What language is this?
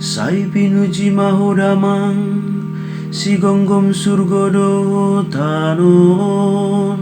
Batak Toba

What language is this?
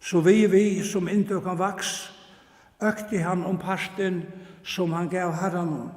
Faroese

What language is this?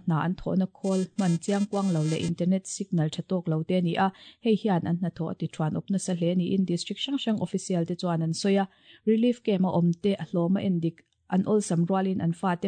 Mizo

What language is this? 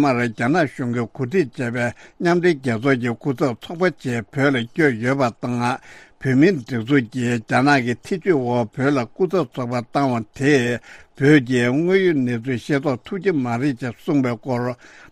Tibetan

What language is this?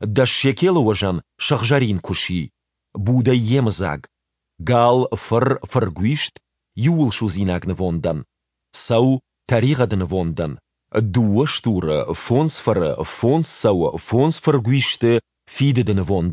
Ossetic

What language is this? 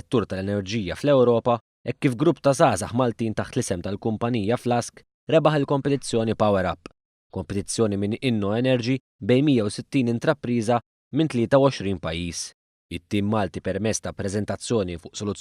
Maltese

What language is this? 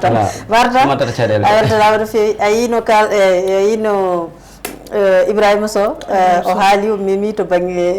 Fula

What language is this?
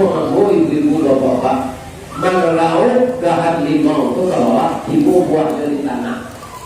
Minangkabau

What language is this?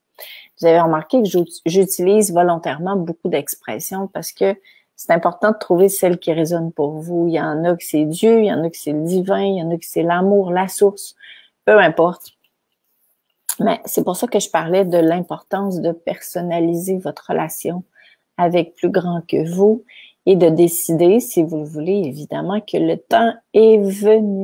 French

